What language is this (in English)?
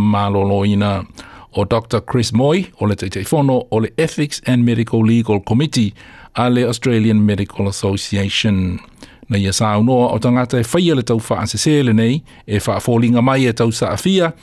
Samoan